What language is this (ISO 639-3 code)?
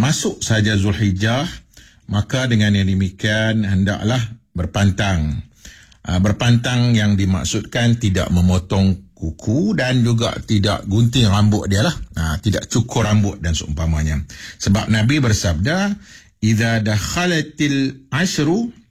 msa